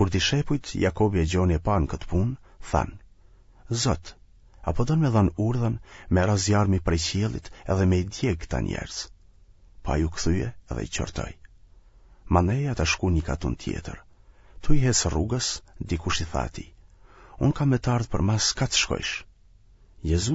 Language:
Albanian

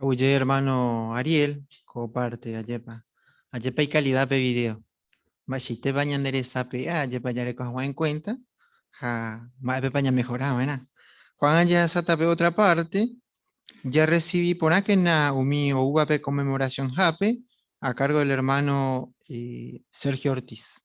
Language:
Guarani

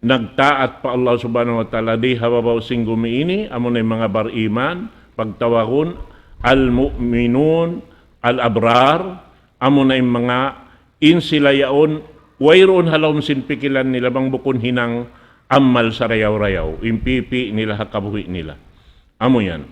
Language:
Tausug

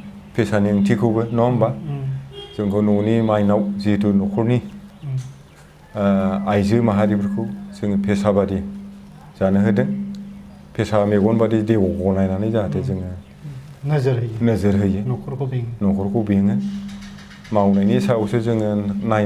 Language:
Bodo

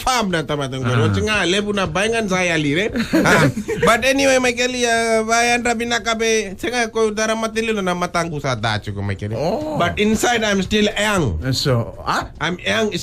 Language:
Fijian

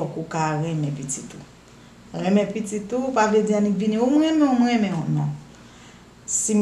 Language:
Haitian Creole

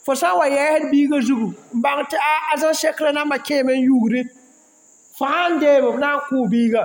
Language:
Mossi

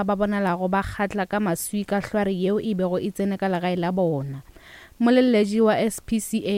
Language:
Northern Sotho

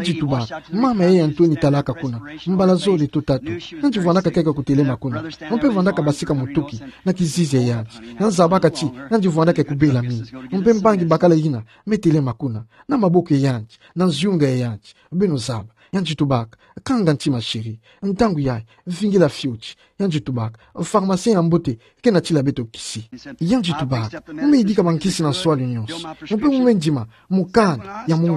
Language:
Kituba (Democratic Republic of Congo)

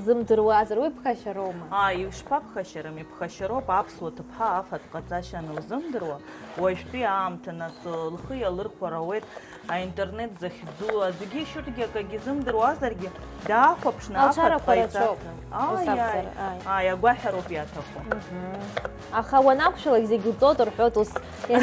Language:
Abkhazian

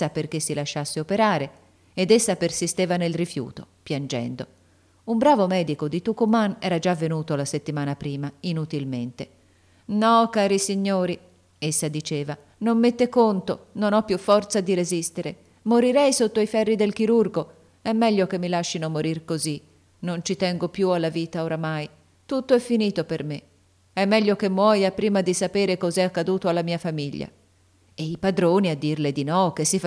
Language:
Italian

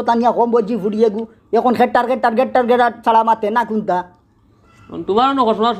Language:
Sylheti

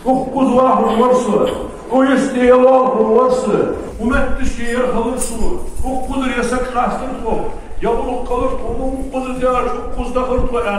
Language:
Ingush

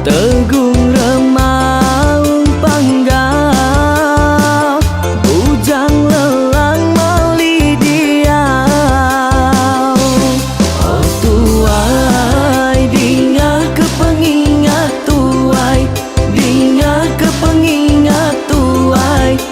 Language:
Iban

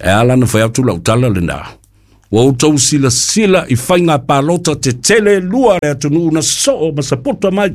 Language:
Samoan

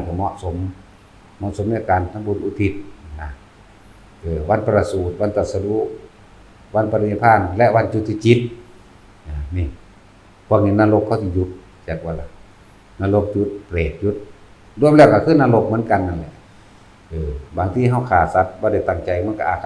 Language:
Northeastern Thai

